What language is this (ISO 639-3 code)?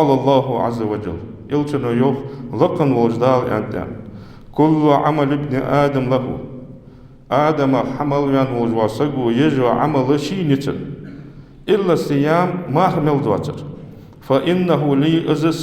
inh